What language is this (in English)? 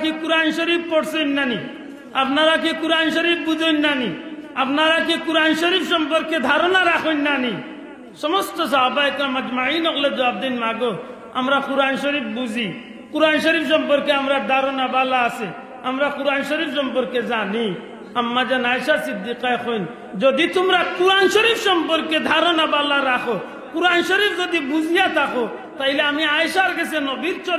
Sylheti